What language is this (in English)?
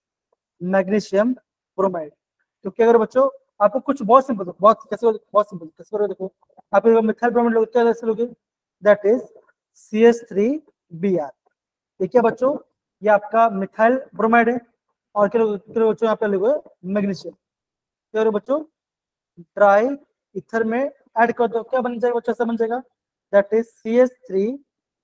Hindi